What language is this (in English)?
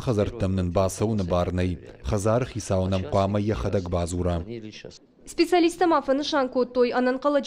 Ossetic